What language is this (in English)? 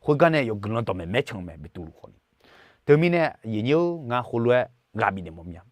Akha